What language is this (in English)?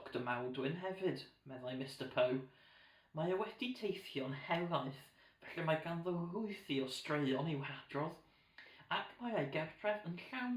Welsh